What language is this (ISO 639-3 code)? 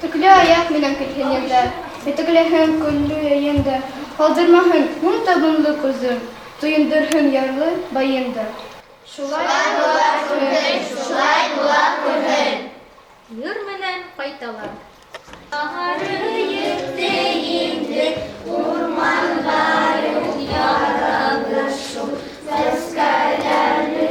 bak